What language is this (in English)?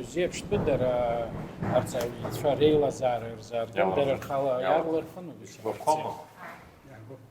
Abkhazian